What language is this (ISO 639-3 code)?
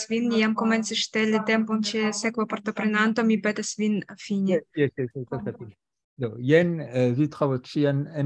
epo